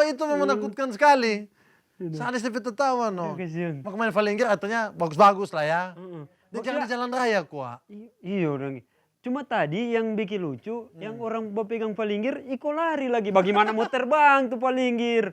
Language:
Manado Malay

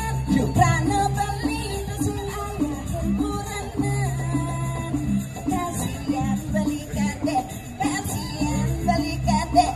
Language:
Balinese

